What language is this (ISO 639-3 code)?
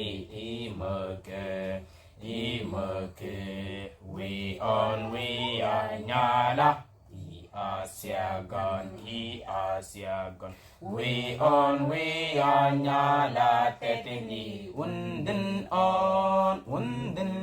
mfz